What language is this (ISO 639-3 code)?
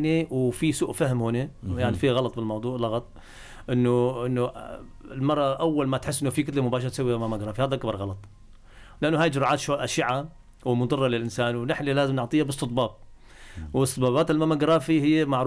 apc